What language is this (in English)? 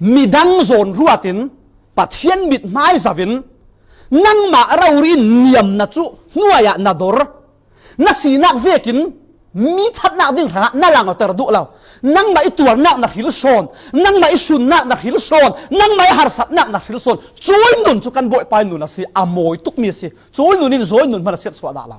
Falam Chin